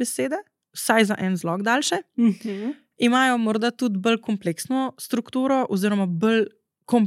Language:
Slovenian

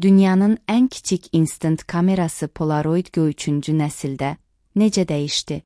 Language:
Azerbaijani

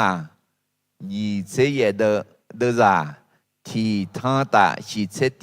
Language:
Akha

